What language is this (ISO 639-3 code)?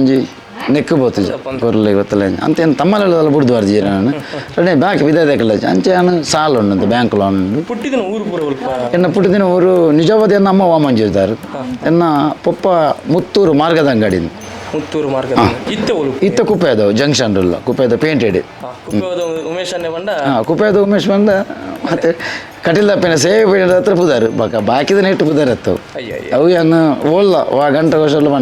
tcy